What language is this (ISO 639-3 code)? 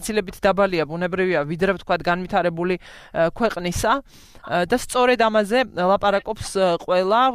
kat